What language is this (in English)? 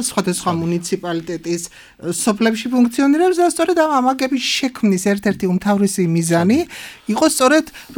Georgian